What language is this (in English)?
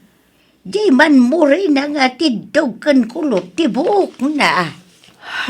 Iloko